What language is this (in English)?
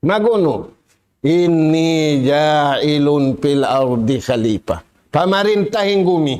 Tausug